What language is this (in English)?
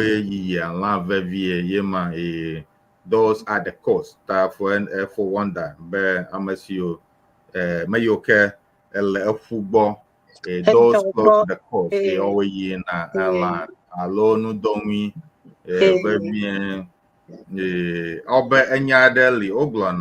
Ewe